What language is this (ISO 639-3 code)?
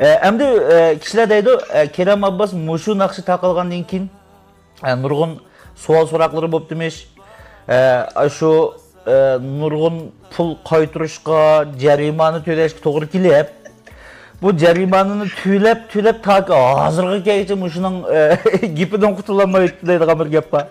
uig